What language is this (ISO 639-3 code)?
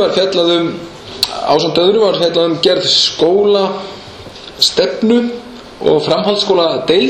isl